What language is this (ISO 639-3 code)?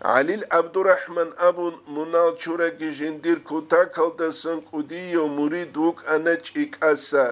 ava